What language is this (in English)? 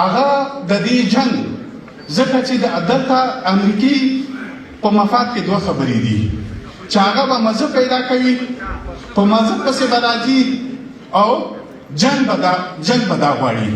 Pashto